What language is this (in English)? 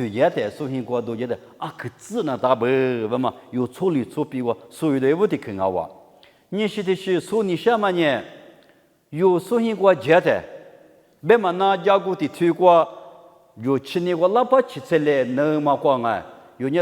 Lisu